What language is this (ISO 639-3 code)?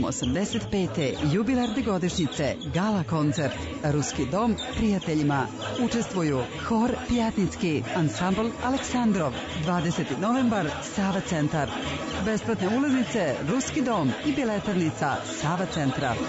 srp